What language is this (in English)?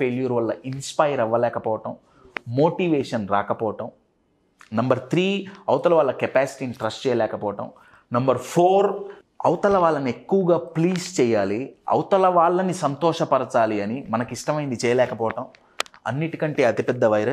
Telugu